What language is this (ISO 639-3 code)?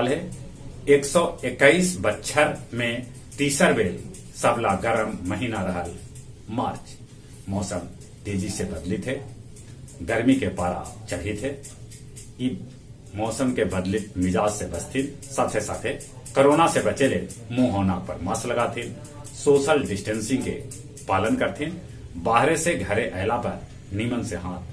mag